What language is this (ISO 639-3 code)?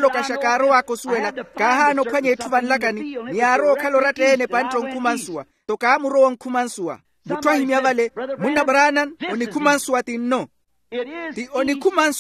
vmw